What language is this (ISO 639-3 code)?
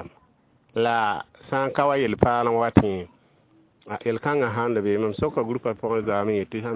mos